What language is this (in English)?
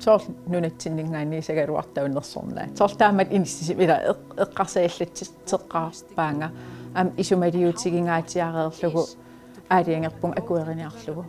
Kalaallisut